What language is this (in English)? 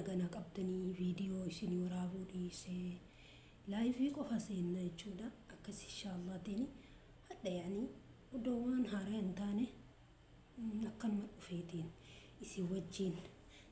Oromo